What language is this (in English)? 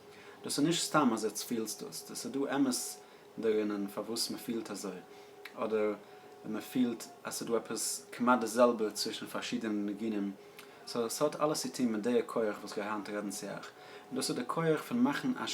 Yiddish